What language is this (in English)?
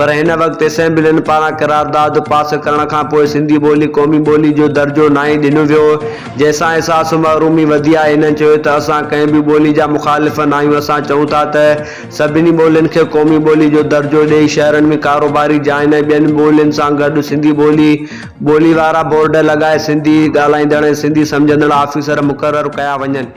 Sindhi